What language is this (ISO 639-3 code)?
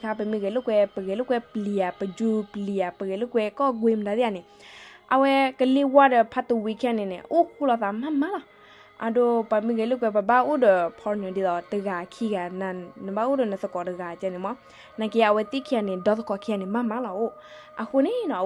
ksw